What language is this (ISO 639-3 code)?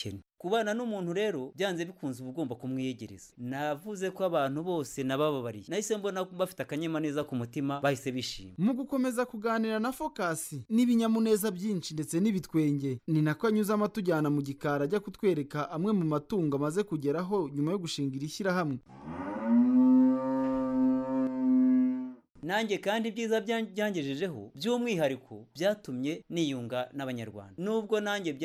kin